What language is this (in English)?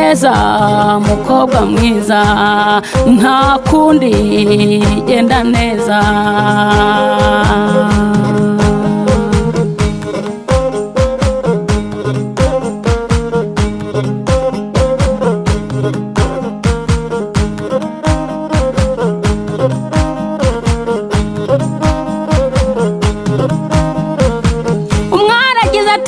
Kinyarwanda